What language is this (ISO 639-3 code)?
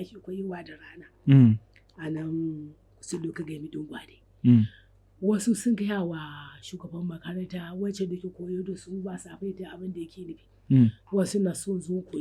hau